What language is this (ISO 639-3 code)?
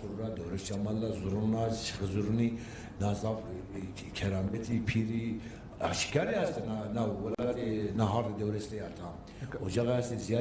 zza